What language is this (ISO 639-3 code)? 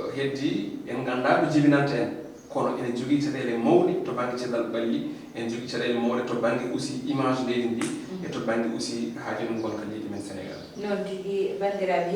ful